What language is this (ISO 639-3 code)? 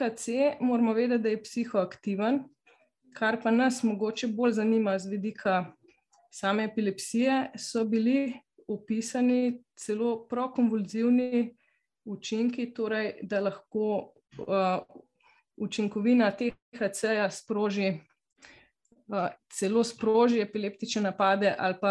slv